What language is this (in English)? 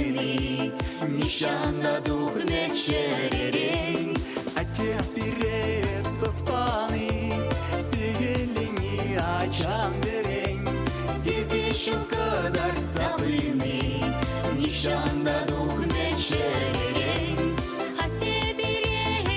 Chuvash